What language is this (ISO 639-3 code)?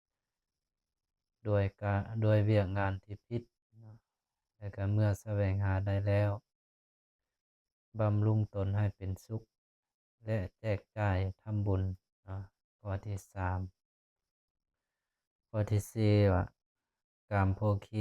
lao